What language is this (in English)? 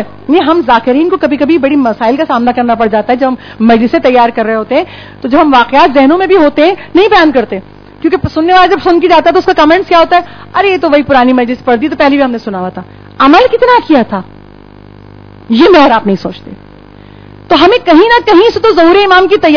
Urdu